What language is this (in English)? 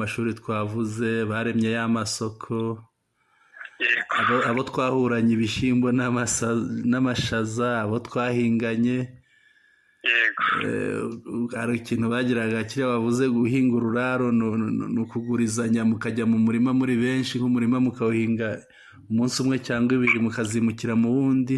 Kinyarwanda